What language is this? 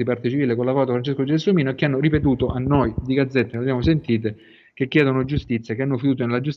Italian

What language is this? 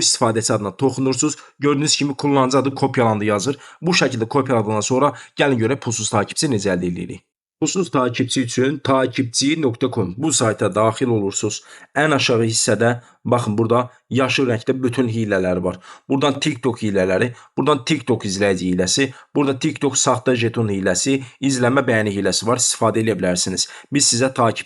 Azerbaijani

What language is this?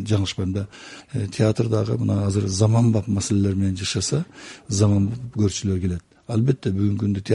Kyrgyz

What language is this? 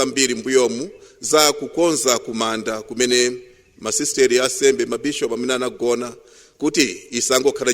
Nyanja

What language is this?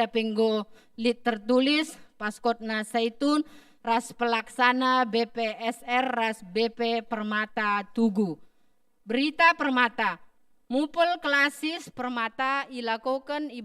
Batak Karo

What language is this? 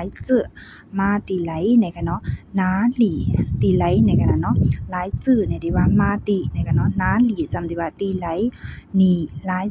Shan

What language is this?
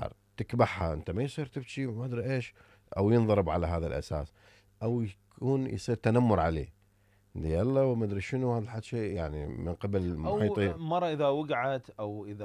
Mesopotamian Arabic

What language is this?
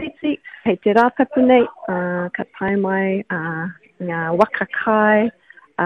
Māori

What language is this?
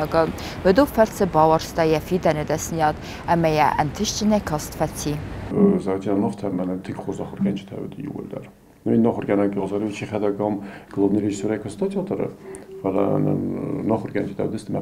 Ossetic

